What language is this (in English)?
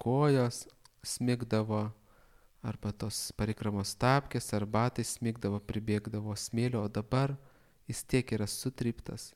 Lithuanian